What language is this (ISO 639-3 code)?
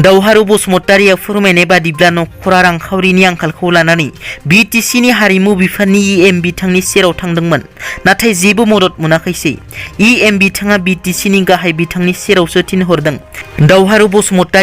brx